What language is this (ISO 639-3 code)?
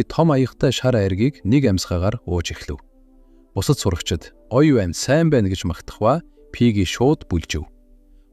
mon